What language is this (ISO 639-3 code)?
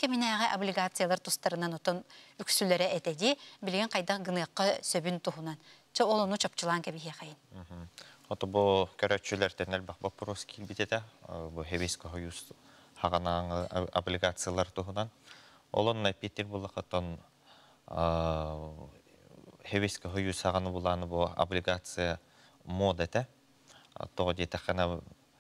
sah